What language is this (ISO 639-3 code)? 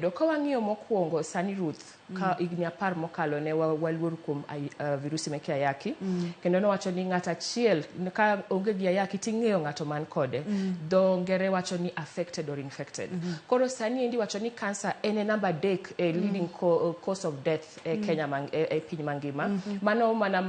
luo